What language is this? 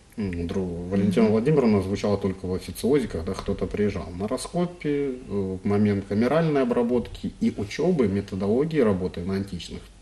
Russian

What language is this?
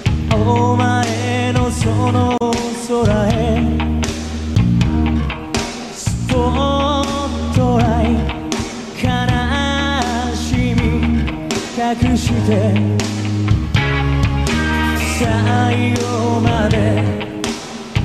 Japanese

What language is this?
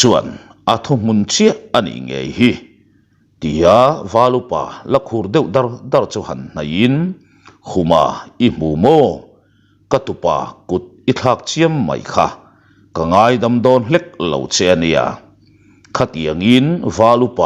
Mizo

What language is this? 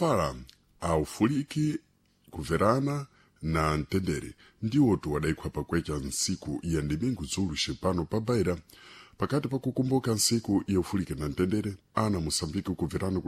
Sena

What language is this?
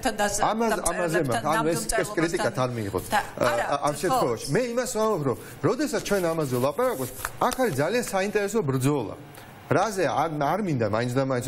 Georgian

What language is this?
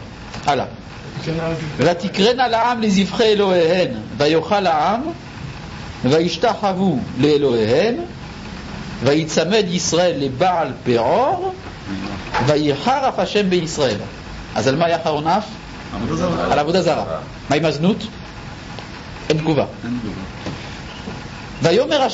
Hebrew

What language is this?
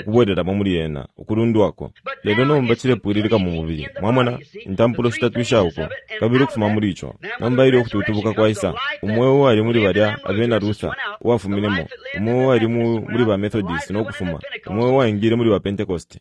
Bemba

